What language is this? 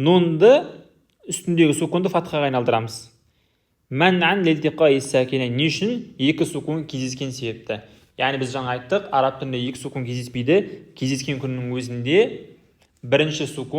Kazakh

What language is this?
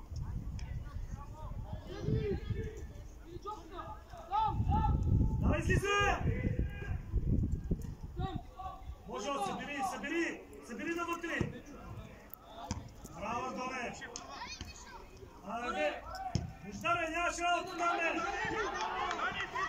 Bulgarian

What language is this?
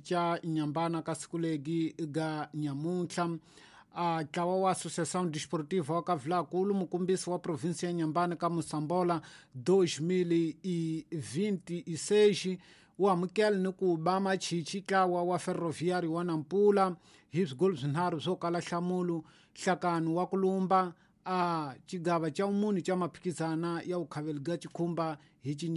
Tsonga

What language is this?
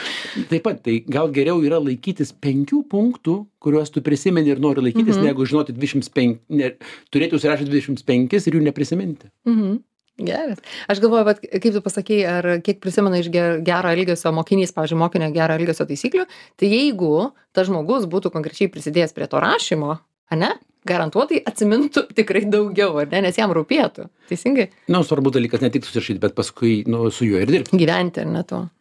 Lithuanian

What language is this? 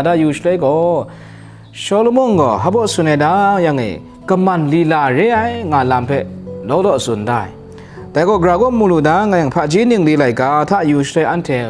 Kachin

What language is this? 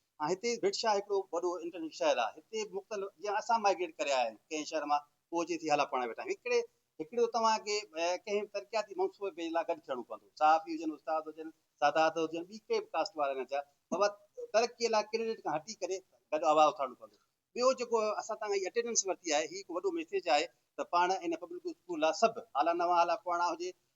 Sindhi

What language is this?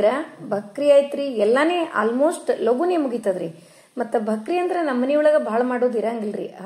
Kannada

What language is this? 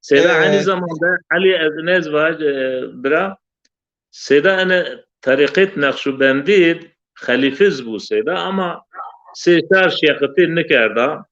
Zaza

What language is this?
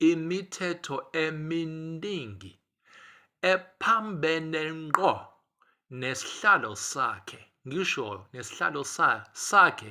Zulu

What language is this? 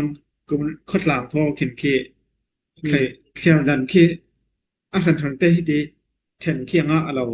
Falam Chin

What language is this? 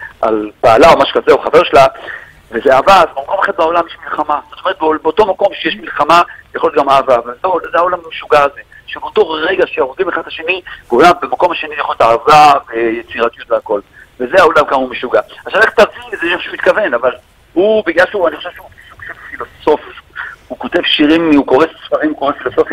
Hebrew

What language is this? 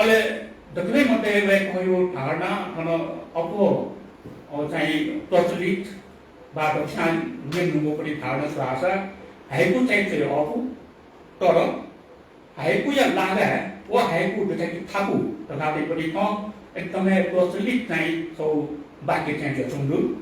Newari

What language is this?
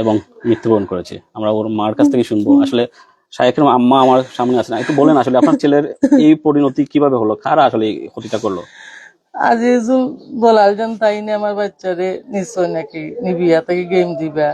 Sylheti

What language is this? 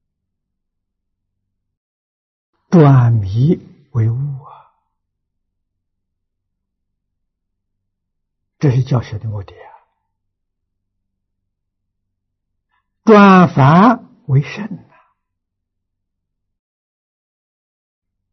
Chinese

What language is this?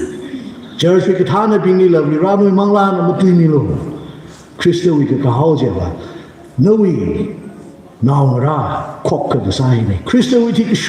Tangkhul Naga (India)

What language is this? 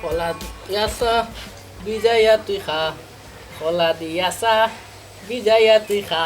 Sylheti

